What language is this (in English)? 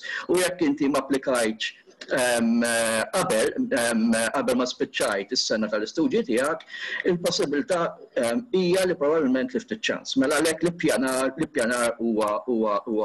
Maltese